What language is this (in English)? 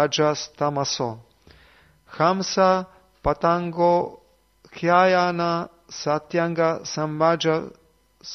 Serbian